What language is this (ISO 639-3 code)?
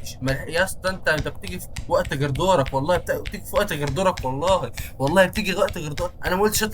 arz